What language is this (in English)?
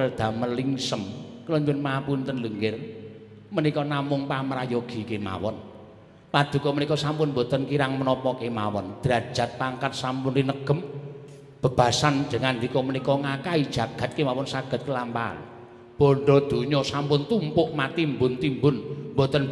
Javanese